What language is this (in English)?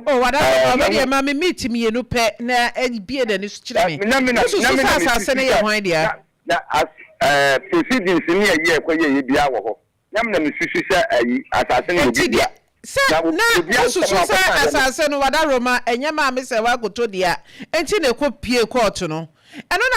Akan